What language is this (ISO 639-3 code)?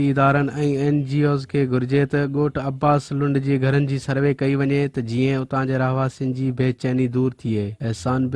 snd